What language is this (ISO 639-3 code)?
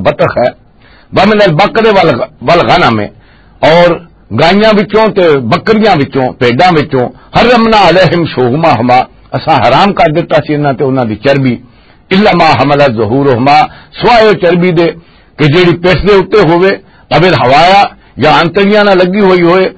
lah